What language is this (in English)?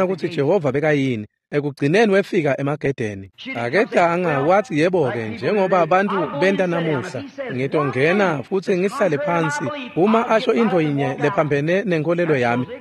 Swati